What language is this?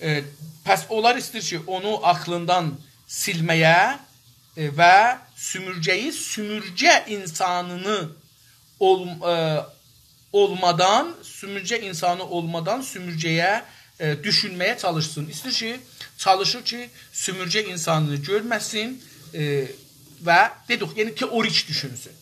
South Azerbaijani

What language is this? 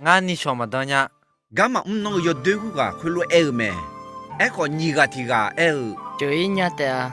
Akha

